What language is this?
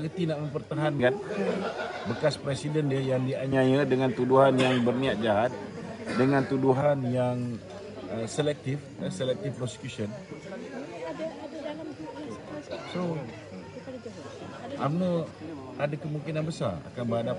Malay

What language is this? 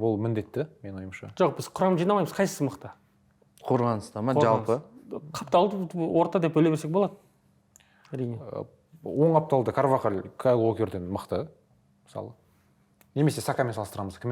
Kazakh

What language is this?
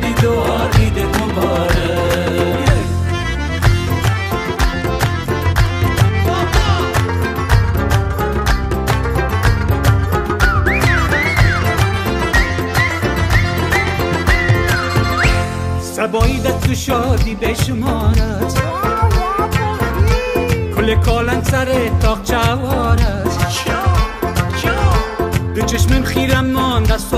Persian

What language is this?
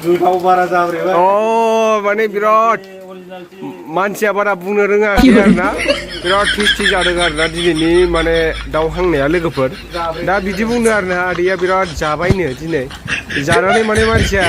Bodo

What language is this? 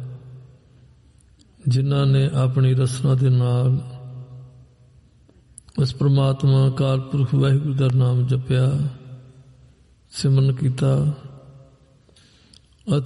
Punjabi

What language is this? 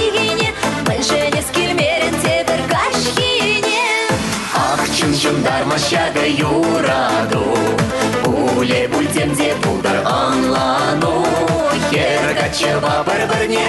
Chuvash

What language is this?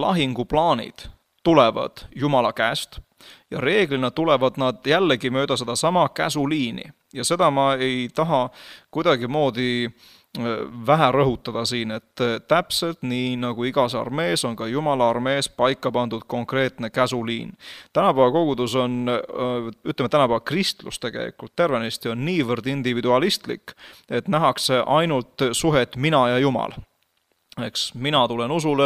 Estonian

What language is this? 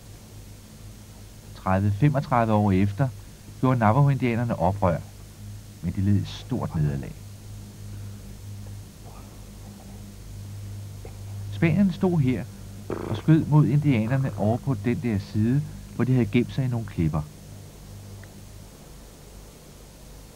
Danish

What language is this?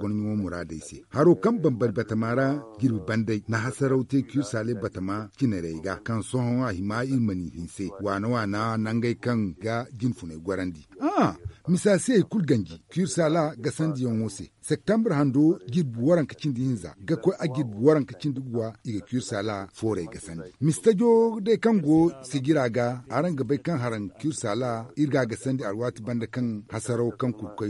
Zarma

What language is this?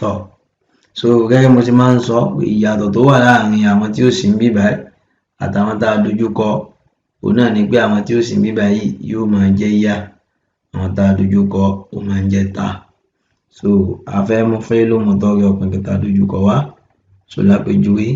Yoruba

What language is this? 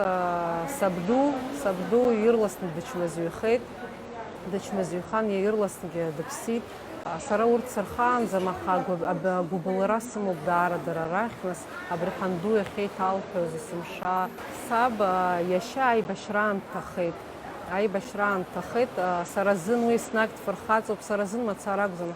Abkhazian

